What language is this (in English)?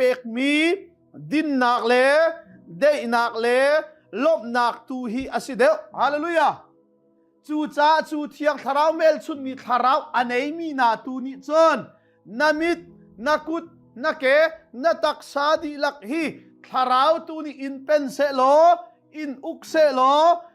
Hakha Chin